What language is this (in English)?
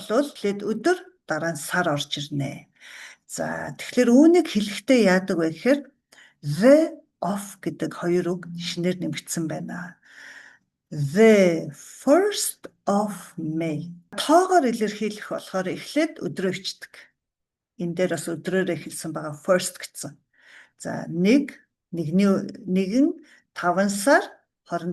Mongolian